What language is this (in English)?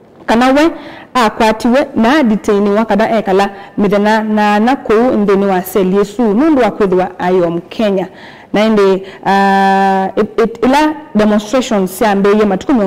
Kamba